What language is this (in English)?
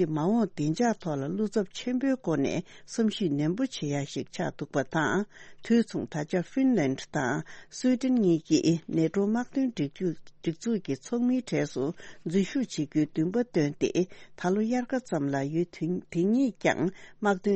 Tibetan